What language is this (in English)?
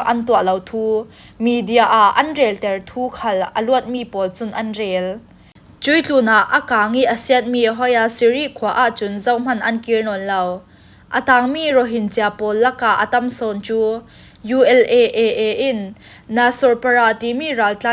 Falam Chin